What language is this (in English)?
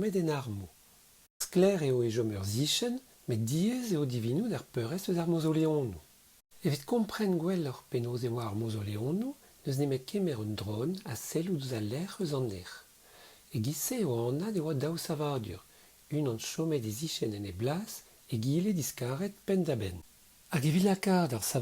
Breton